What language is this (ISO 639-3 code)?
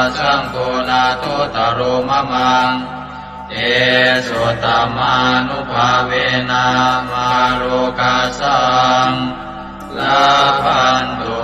pli